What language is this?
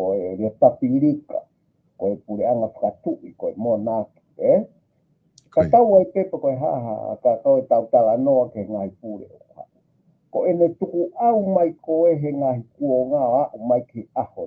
Tongan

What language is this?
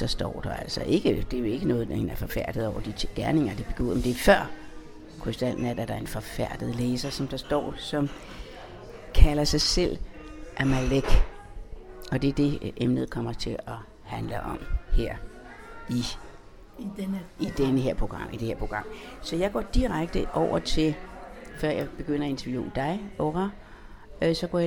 Danish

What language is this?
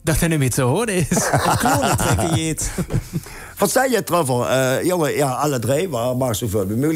Limburgish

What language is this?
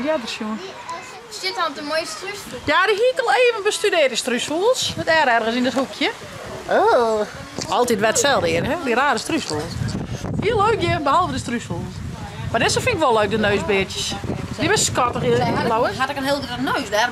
Western Frisian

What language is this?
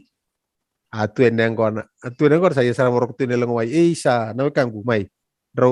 Fijian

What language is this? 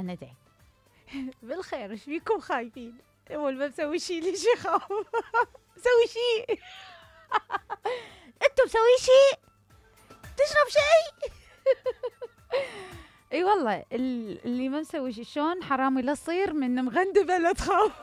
Mesopotamian Arabic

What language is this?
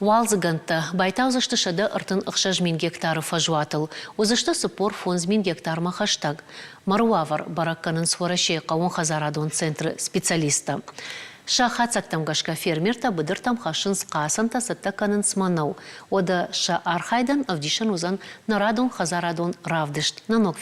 Ossetic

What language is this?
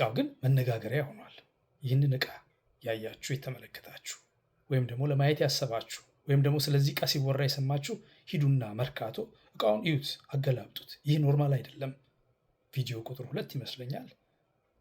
Amharic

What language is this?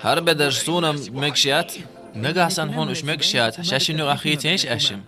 Chechen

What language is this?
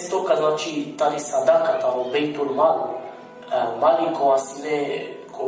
Balkan Romani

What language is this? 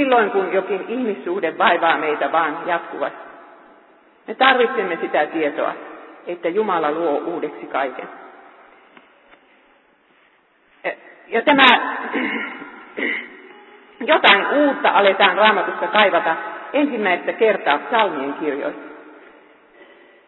Finnish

